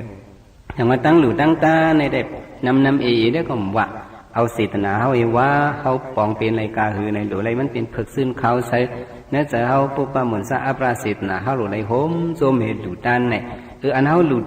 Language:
Shan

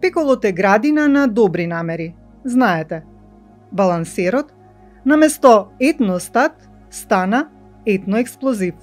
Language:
Macedonian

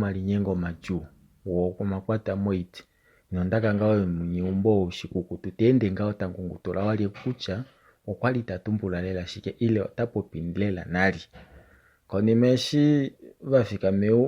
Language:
Kuanyama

